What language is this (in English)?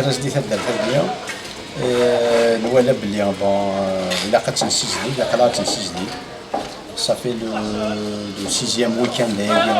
Kabyle